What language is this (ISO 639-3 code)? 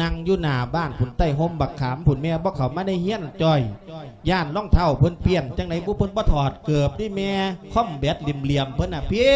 lao